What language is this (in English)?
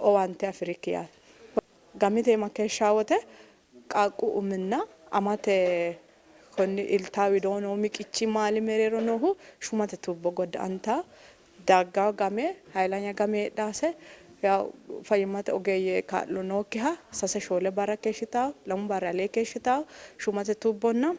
Sidamo